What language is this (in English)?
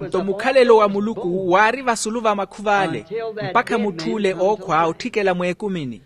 Makhuwa